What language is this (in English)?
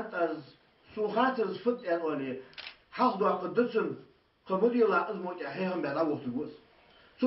Ingush